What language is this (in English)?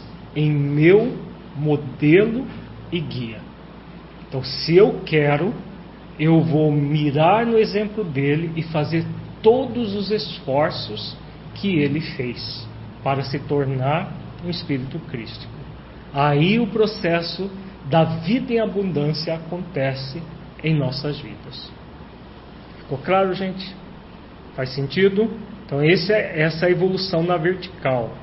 Portuguese